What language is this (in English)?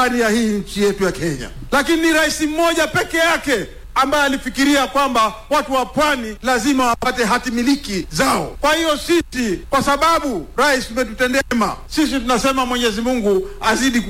Swahili